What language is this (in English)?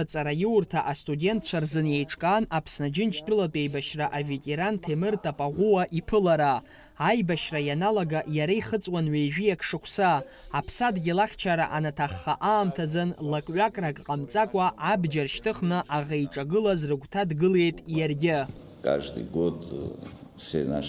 Abkhazian